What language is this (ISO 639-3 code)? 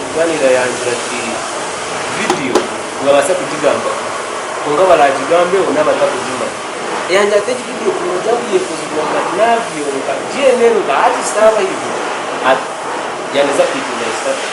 nyn